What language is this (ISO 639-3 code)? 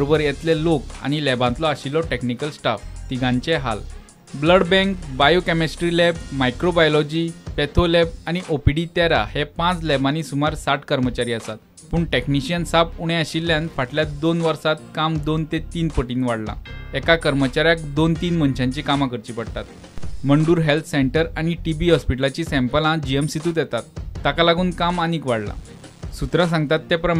kok